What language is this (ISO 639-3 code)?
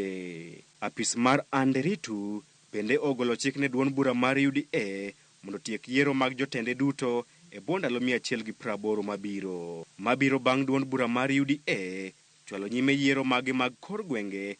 luo